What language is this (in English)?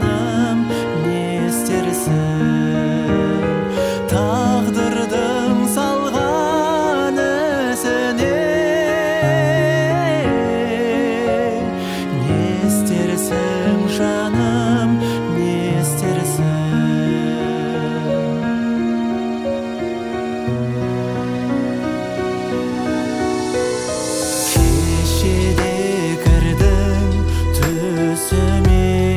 Kazakh